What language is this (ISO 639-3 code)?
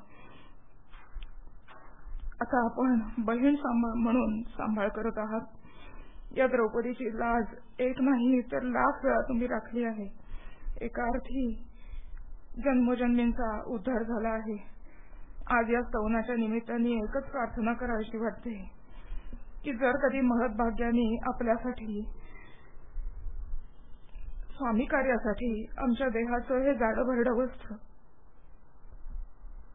mar